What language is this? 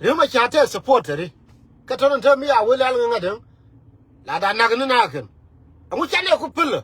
Nuer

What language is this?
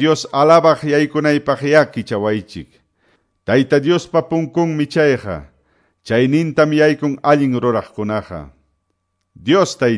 Quechua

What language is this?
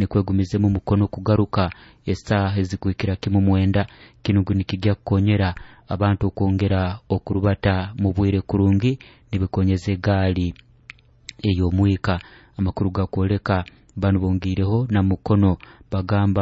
Nyoro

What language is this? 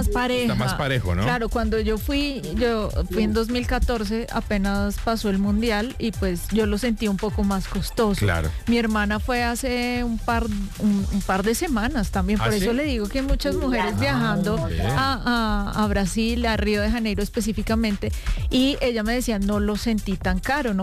Spanish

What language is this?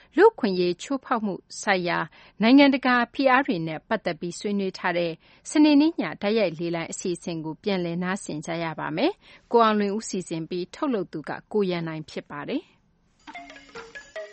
Burmese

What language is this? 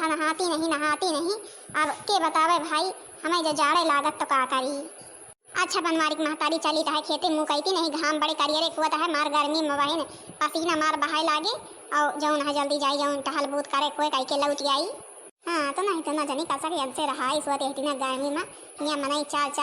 Awadhi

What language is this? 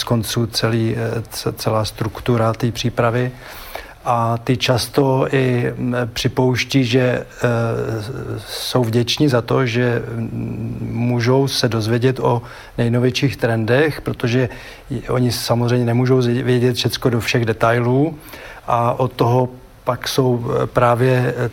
Czech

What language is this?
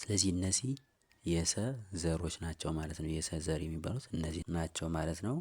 Amharic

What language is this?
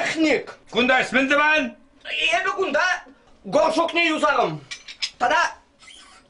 Chuvash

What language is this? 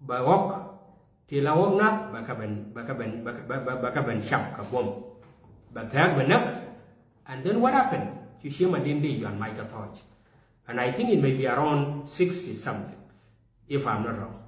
Nuer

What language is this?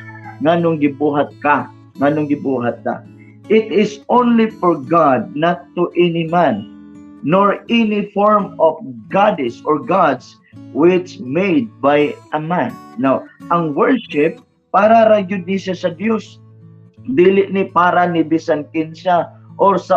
Cebuano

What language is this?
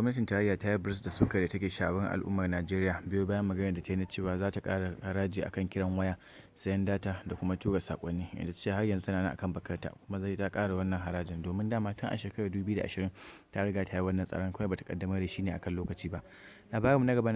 Hausa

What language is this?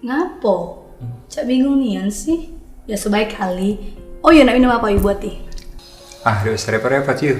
Musi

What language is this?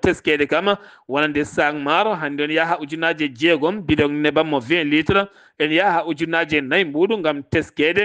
Fula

